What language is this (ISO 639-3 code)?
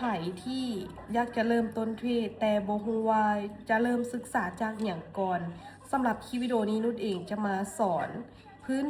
lao